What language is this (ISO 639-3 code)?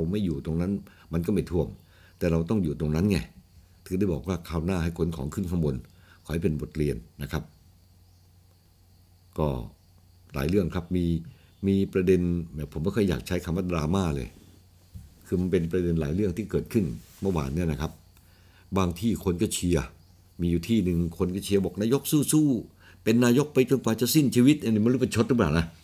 tha